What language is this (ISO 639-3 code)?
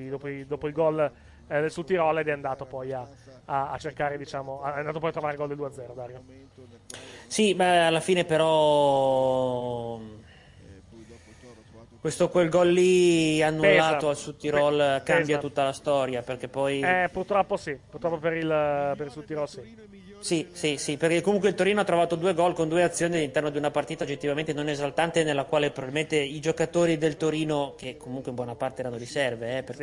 ita